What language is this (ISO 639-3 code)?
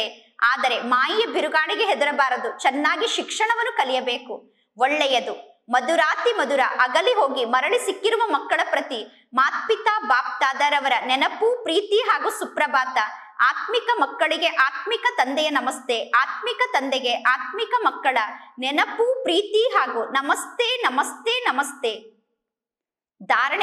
kan